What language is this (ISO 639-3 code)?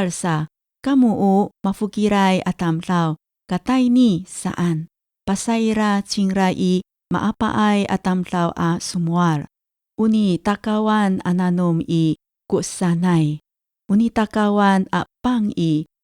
ami